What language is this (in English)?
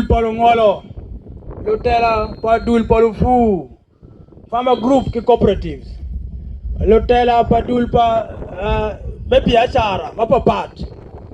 Acoli